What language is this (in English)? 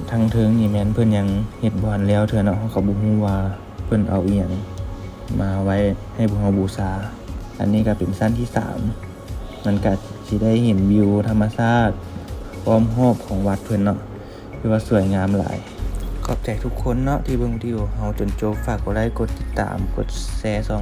Lao